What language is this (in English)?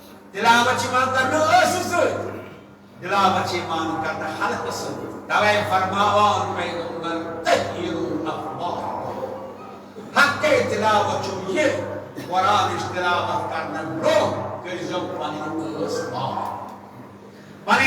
Kashmiri